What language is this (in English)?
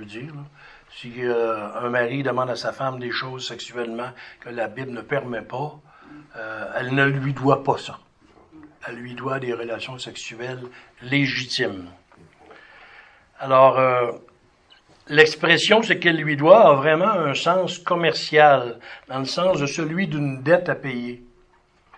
French